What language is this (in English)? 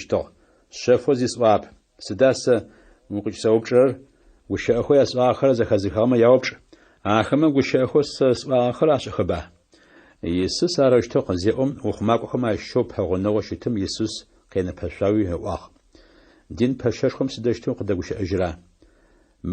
Adyghe